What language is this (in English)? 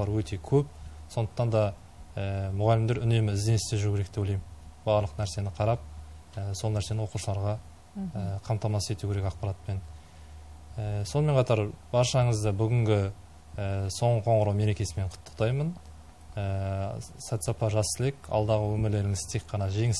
Kazakh